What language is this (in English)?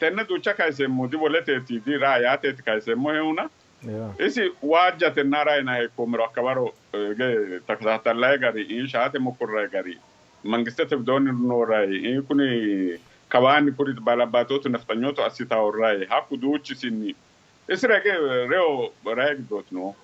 Sidamo